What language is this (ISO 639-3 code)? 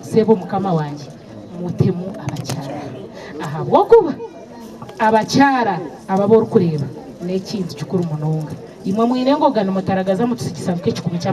nyn